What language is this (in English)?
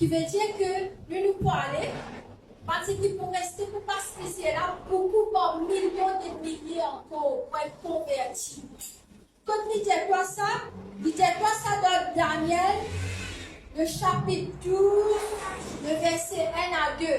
Morisyen